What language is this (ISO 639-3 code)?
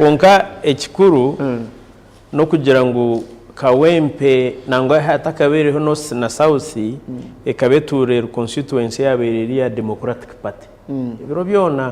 nyn